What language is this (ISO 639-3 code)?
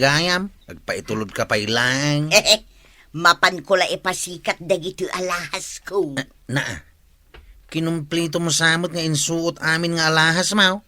ilo